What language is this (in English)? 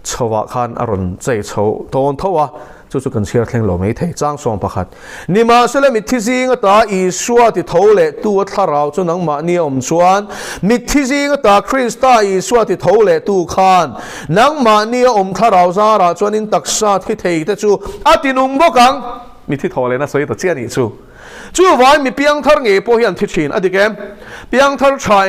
Mizo